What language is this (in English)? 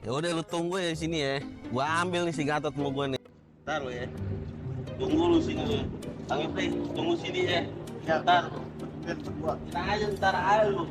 Betawi